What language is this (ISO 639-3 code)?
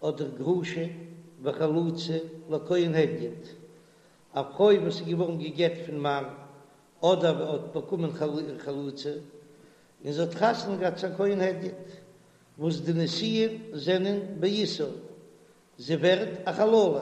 yid